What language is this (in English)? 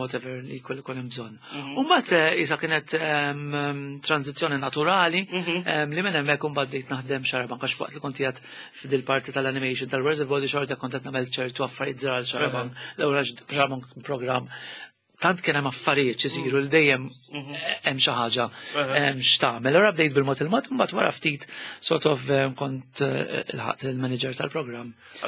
Maltese